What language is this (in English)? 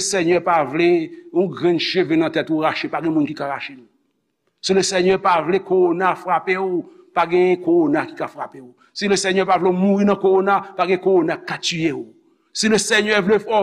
Haitian Creole